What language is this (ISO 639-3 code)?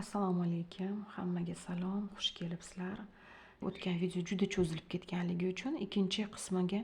uzb